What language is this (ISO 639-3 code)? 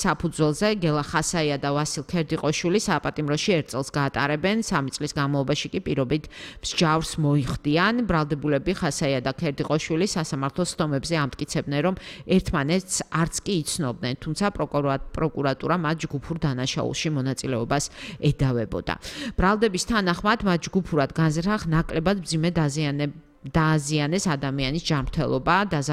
kat